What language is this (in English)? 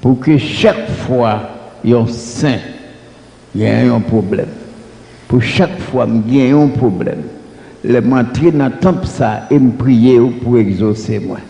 Haitian Creole